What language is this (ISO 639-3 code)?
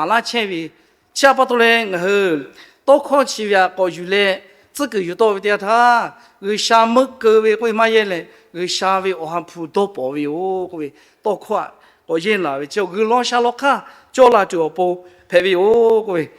lhu